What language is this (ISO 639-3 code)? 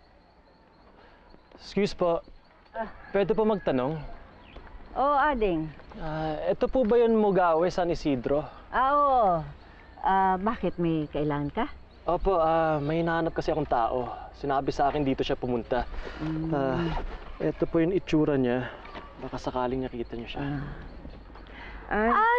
fil